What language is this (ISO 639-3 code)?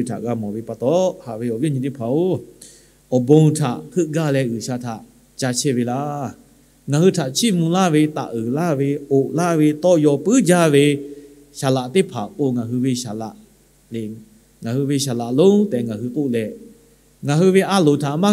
lhu